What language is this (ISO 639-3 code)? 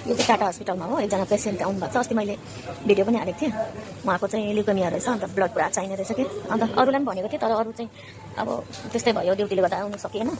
nep